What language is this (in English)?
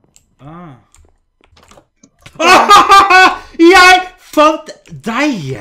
Norwegian